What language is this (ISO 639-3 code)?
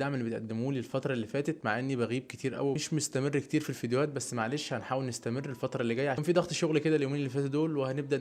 arz